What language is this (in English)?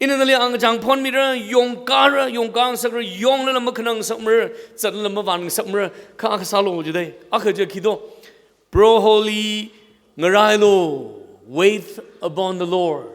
Tangkhul Naga (India)